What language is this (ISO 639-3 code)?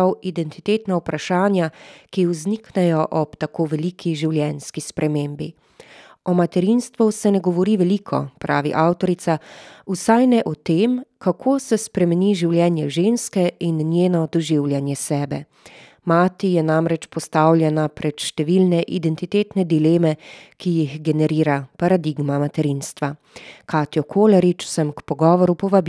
slv